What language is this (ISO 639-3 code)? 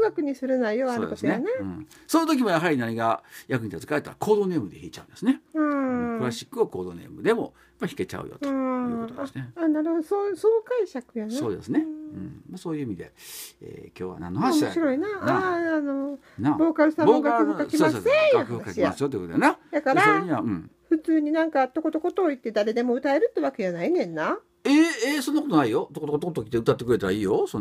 jpn